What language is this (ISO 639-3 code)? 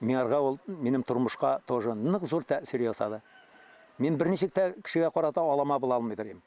bak